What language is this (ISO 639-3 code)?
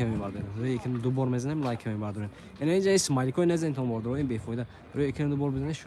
tgk